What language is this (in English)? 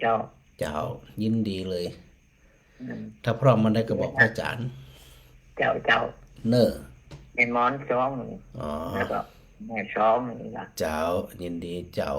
Northern Thai